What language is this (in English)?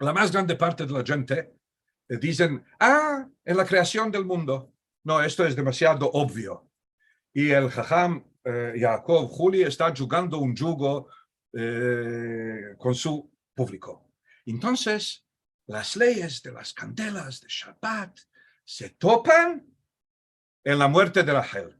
Ladino